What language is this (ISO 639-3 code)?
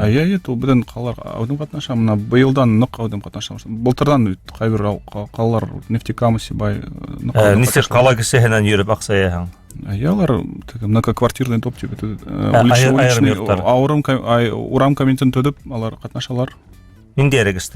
bak